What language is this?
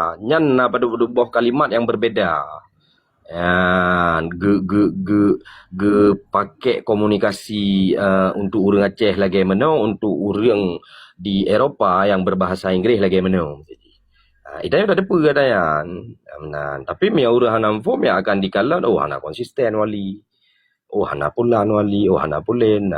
Achinese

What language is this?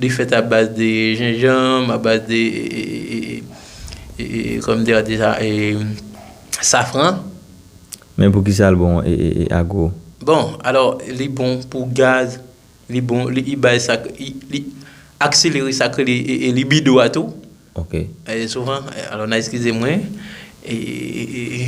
Haitian Creole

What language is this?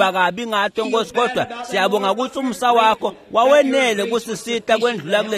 Swati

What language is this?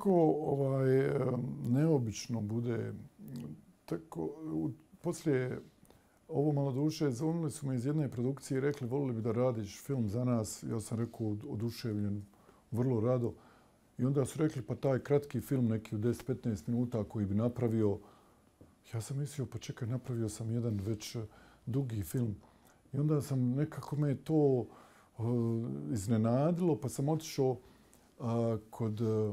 Bosnian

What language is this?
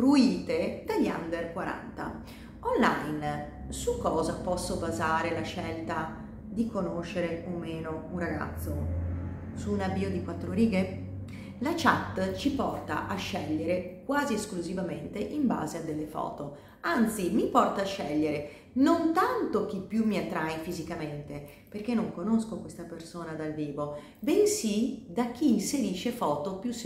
Italian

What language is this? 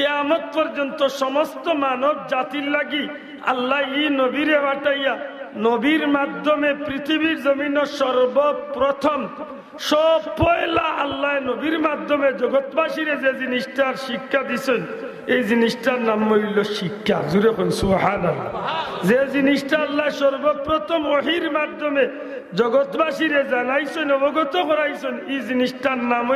Sylheti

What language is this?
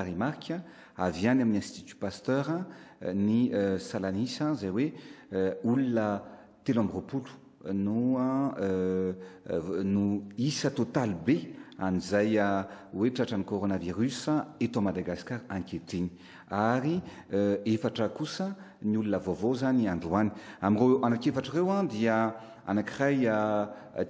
Malagasy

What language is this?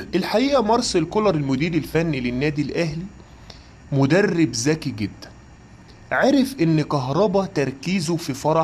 Egyptian Arabic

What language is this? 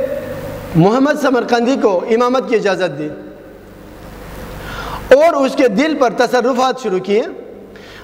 Urdu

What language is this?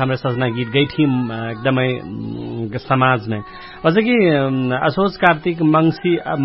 Dangaura Tharu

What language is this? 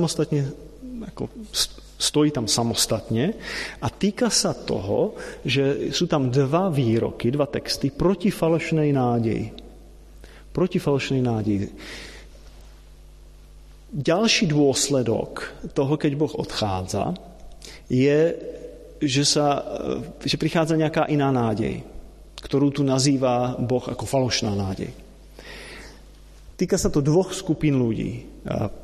Slovak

